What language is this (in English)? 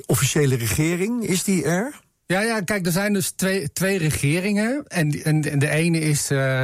Dutch